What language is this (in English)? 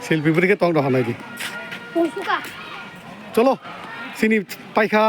Kok Borok